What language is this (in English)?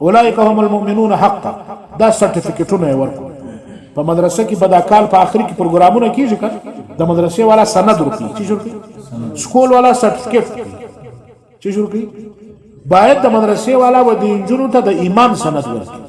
Pashto